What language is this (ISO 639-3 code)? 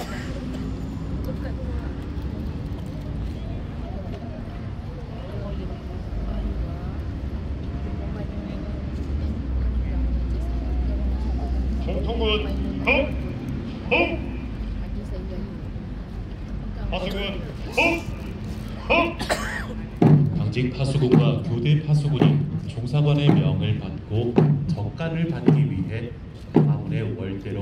kor